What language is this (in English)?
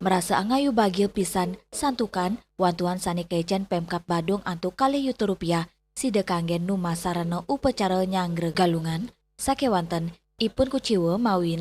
Balinese